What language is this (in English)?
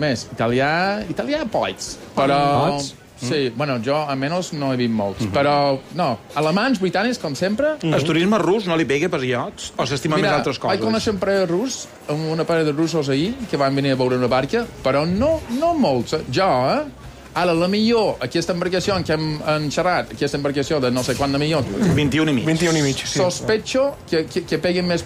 Catalan